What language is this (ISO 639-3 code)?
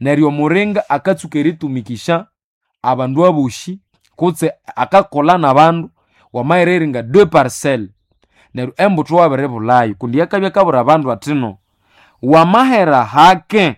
nnb